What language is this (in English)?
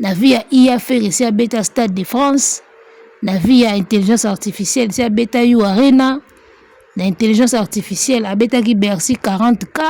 Lingala